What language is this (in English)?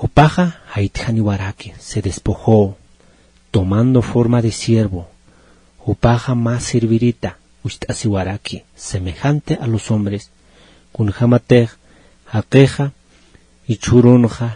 Aymara